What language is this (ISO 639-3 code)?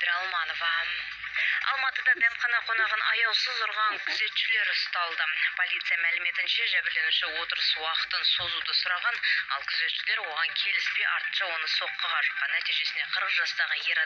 kaz